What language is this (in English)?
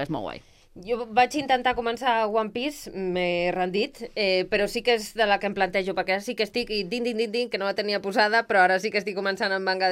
Catalan